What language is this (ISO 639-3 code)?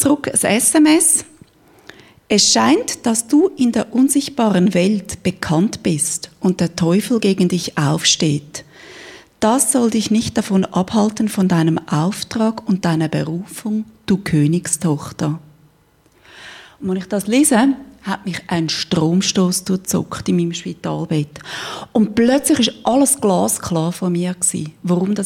deu